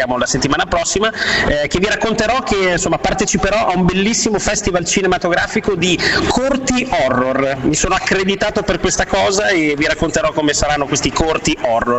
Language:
Italian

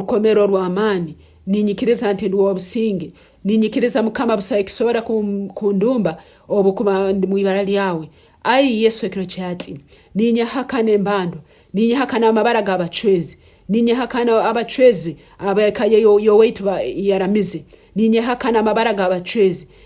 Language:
Nyankole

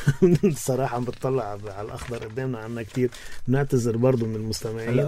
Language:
North Levantine Arabic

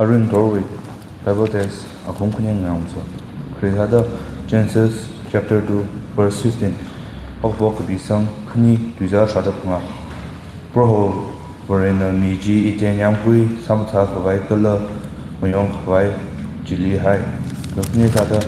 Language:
Tangkhul Naga (India)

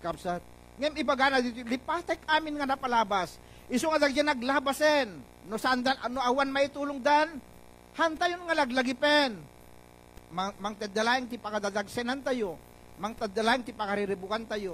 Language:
Iloko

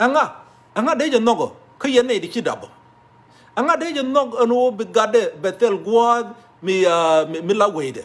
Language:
Nuer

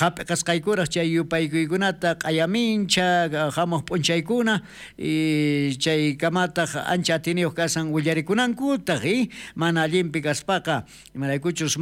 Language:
South Bolivian Quechua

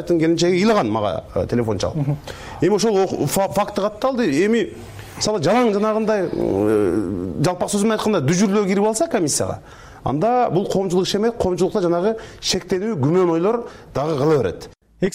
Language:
Kyrgyz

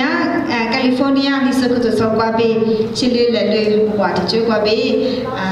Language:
Lisu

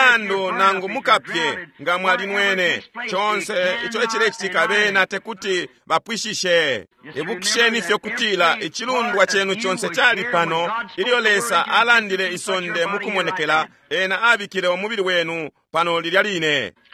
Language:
Bemba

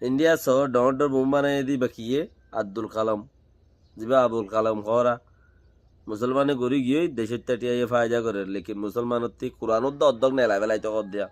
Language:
Rohingya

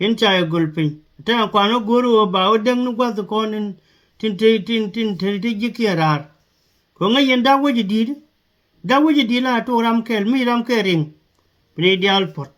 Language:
Nuer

